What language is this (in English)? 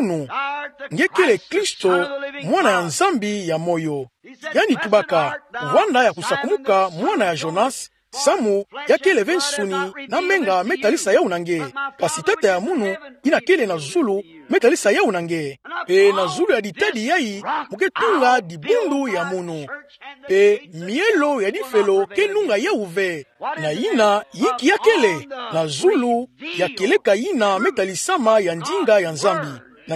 Kituba (Democratic Republic of Congo)